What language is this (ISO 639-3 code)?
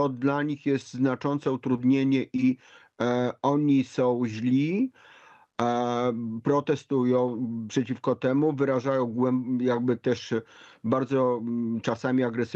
pol